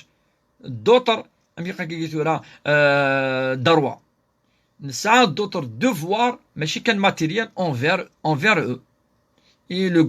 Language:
Kabyle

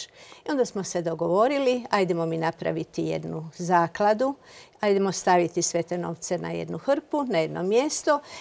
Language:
Croatian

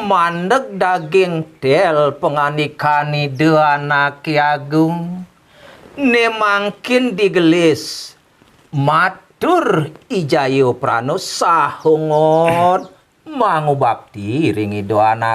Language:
Balinese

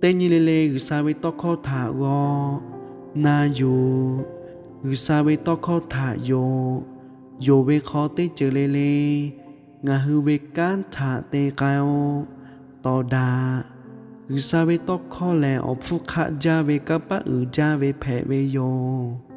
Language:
Lahu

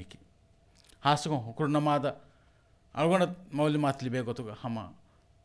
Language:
Divehi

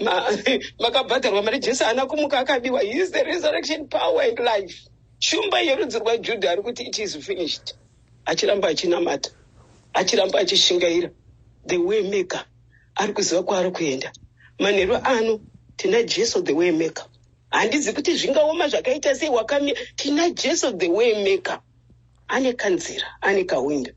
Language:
Shona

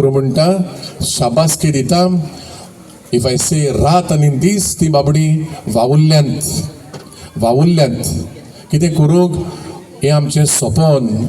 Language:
Konkani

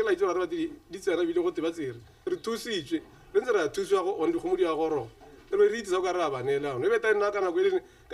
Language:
Tswana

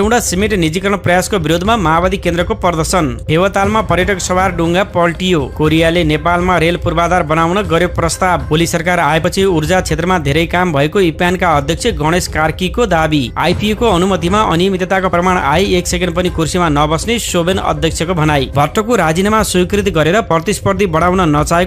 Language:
Nepali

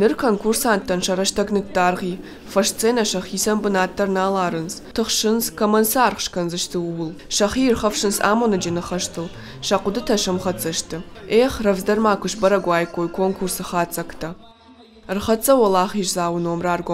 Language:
Ossetic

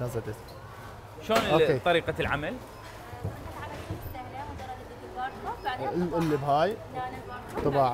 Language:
Mesopotamian Arabic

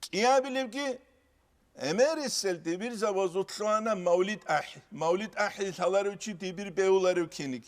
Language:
Avaric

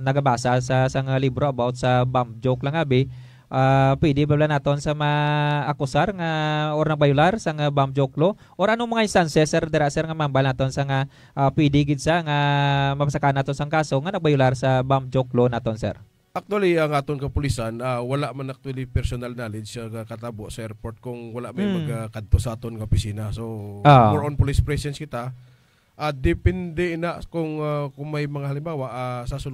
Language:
Hiligaynon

